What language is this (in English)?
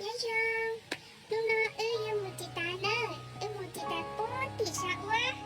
Hmong